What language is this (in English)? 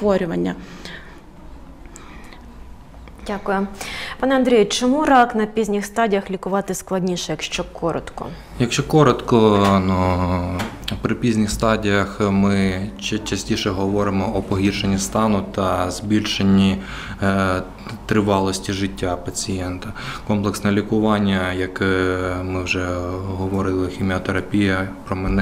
Ukrainian